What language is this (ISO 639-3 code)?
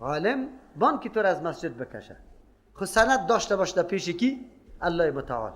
fas